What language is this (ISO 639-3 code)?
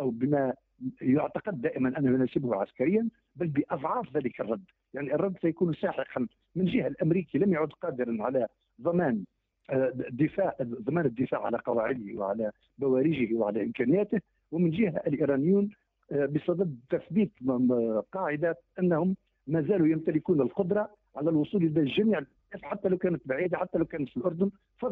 aeb